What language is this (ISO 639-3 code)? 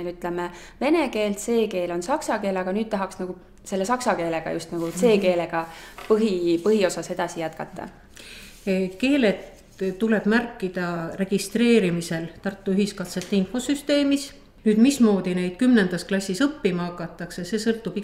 est